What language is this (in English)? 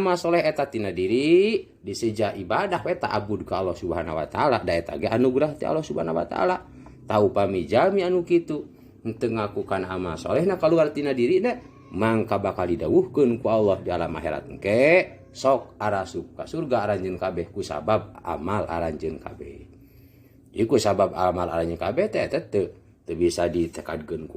Sundanese